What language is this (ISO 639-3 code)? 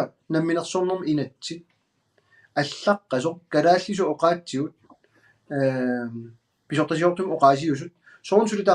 kal